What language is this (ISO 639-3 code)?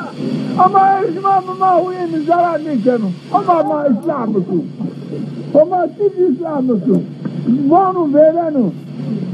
zza